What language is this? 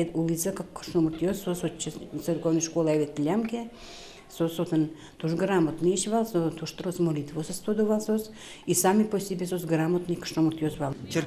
Udmurt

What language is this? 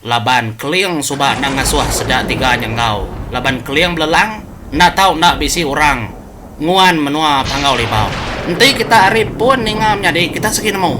Iban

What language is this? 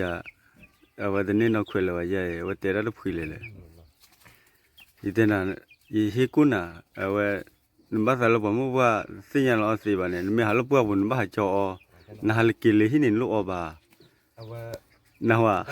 S'gaw Karen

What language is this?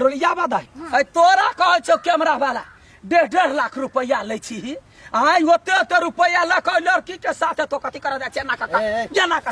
Maithili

